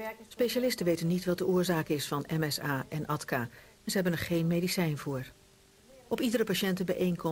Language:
Dutch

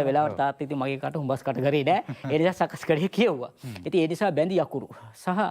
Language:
Sinhala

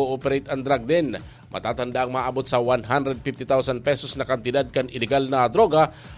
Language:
Bikol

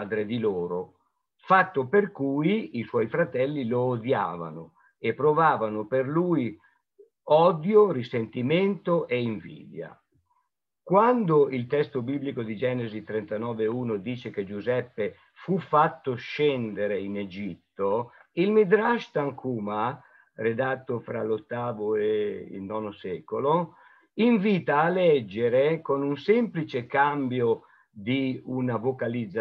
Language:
Italian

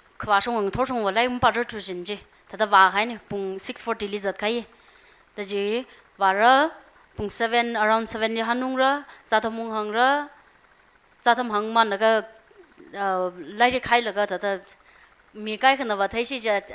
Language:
Tangkhul Naga (India)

